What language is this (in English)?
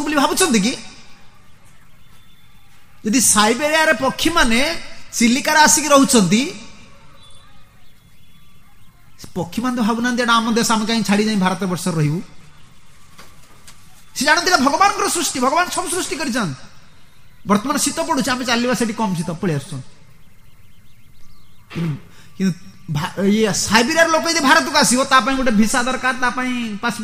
Odia